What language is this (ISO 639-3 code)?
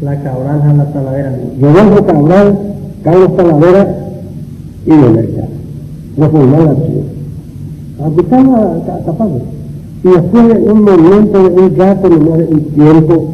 grn